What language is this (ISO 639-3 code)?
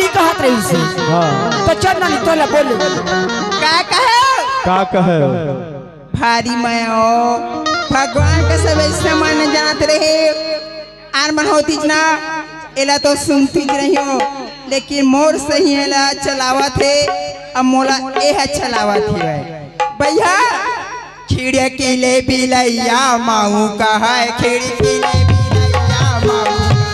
hne